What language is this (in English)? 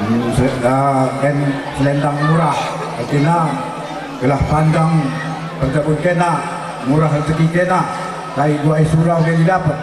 Batak Karo